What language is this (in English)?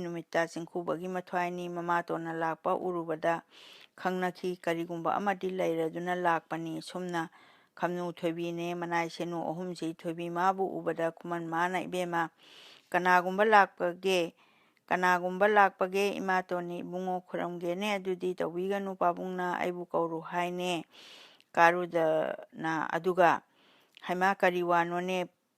Manipuri